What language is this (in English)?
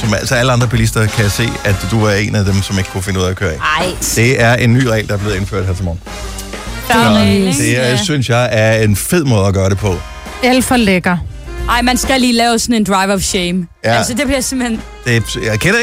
Danish